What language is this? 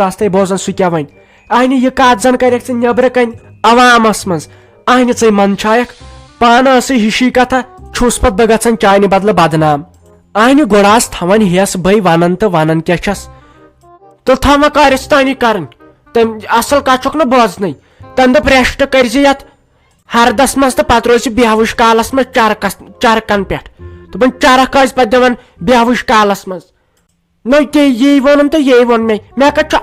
Kashmiri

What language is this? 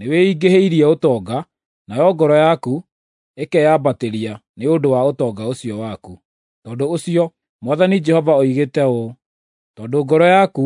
Kikuyu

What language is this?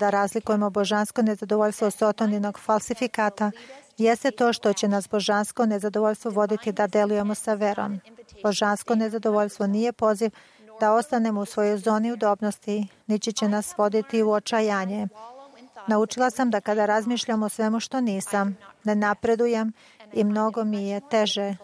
Serbian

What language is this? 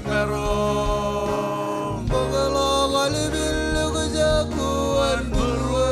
Marshallese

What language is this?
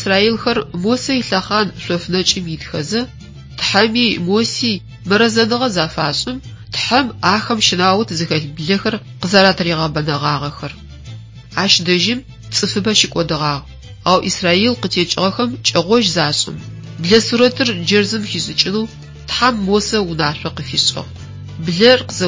Adyghe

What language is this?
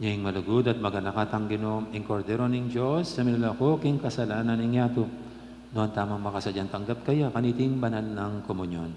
Pampanga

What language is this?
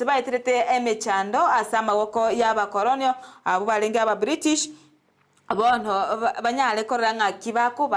Gusii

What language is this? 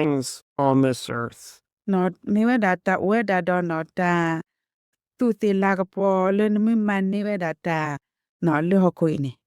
S'gaw Karen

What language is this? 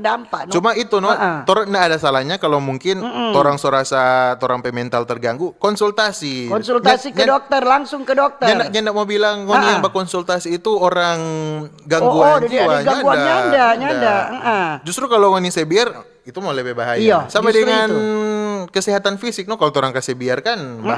Manado Malay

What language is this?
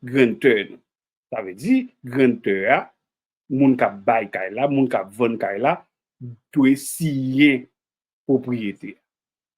Haitian Creole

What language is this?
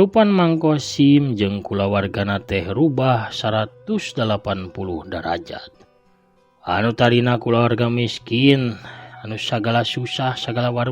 Sundanese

